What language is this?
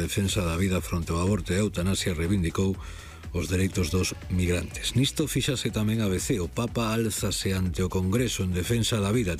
Galician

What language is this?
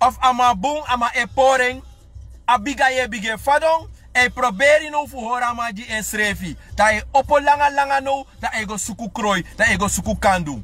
Sranan Tongo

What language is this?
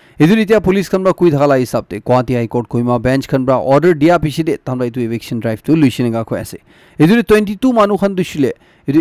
Naga Pidgin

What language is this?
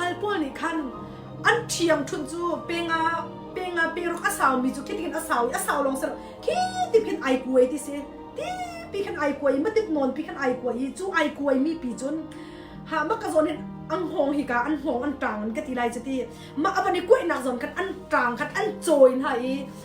Hakha Chin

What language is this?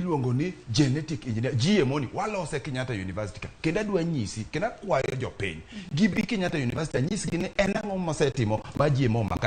Luo (Kenya and Tanzania)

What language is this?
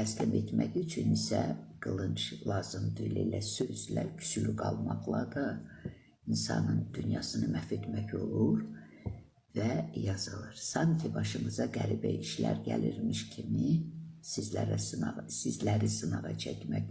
Azerbaijani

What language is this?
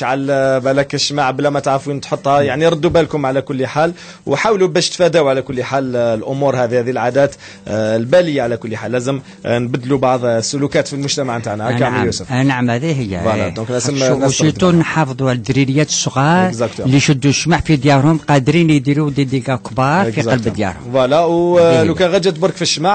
Algerian Arabic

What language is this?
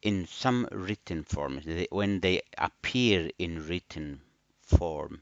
English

